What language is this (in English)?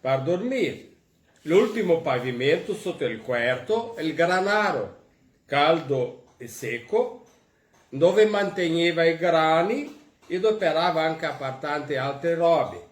Venetian